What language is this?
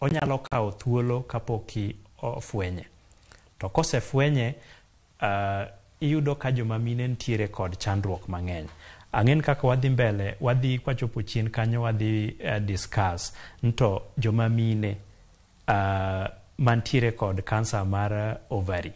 Luo (Kenya and Tanzania)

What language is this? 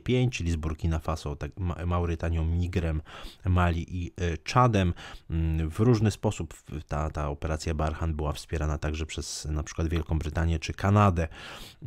Polish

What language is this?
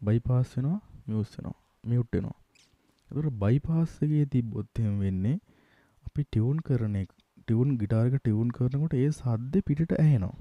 Sinhala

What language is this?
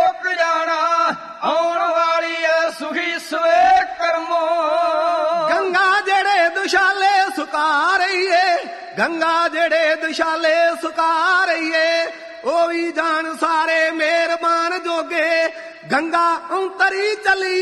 Punjabi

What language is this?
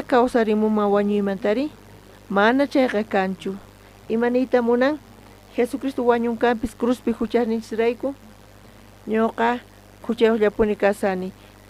South Bolivian Quechua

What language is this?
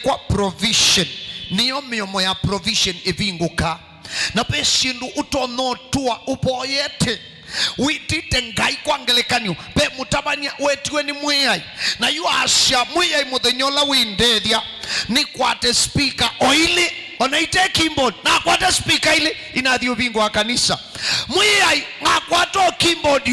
Kamba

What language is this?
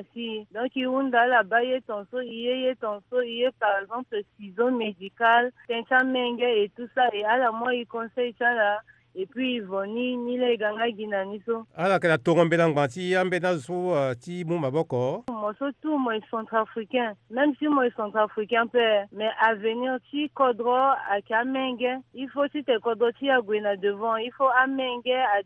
Sango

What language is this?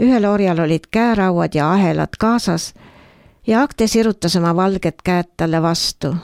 Estonian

